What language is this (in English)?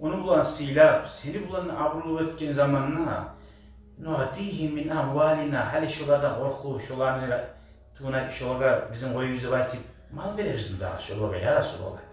Kumyk